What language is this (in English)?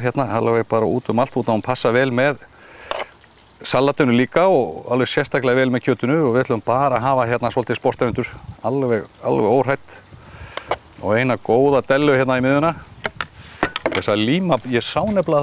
Icelandic